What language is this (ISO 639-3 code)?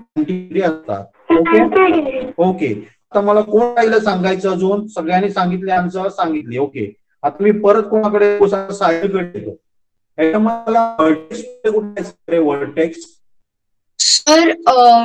mar